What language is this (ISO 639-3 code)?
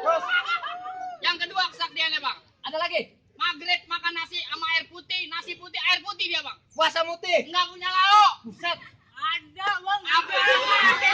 bew